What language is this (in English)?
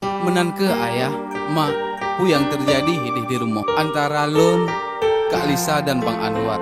Achinese